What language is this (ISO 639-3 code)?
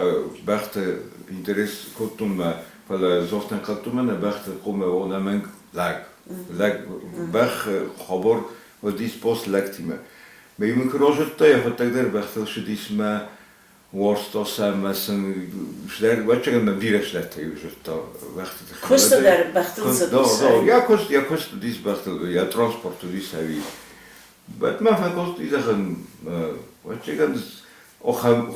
oss